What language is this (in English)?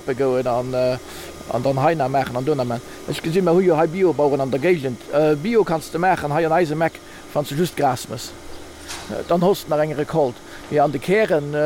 Luxembourgish